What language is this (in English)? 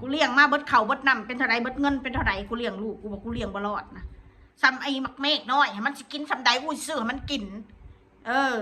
Northeastern Thai